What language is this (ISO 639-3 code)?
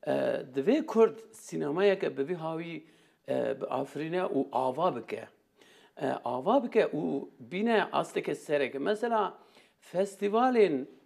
kur